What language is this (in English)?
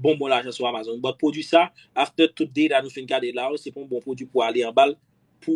Haitian Creole